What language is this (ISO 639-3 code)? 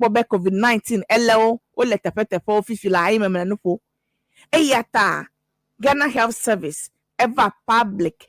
ewe